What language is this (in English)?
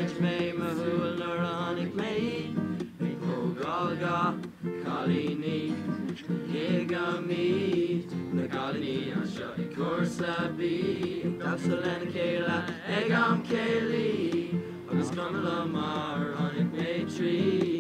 Irish